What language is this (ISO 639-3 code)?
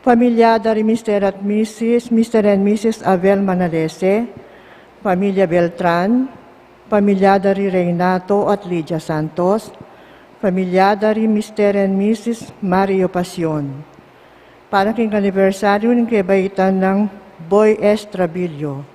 pam